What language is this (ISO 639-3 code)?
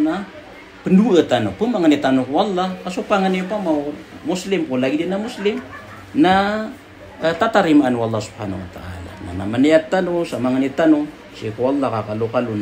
mrw